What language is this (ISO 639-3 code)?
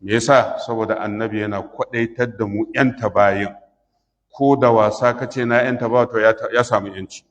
hau